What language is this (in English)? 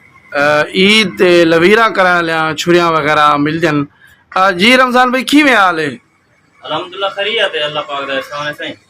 Saraiki